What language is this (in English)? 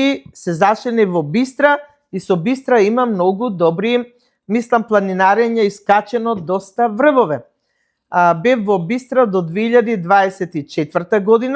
Macedonian